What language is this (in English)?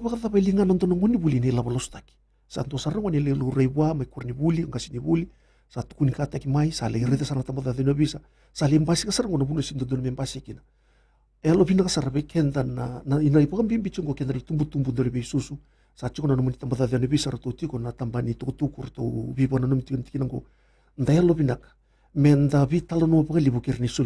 Fijian